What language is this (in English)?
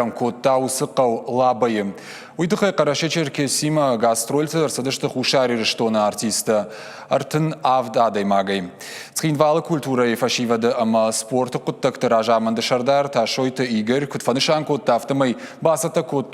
Ossetic